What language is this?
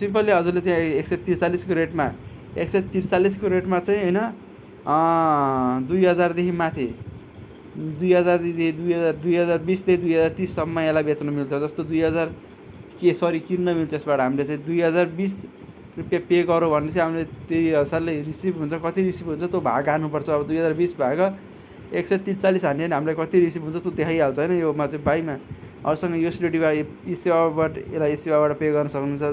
Nepali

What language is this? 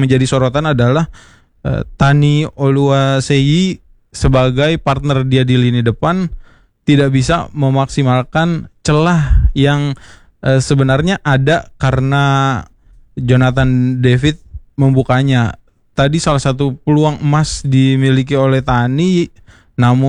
Indonesian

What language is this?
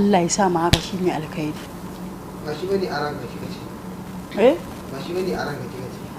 Hausa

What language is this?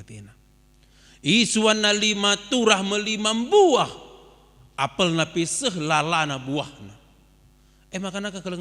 Batak Karo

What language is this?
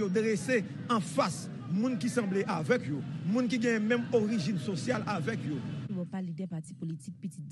Haitian Creole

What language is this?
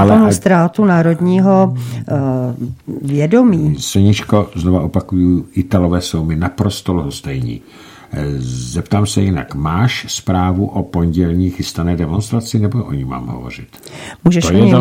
Czech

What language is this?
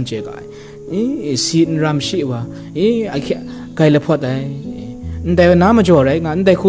Kachin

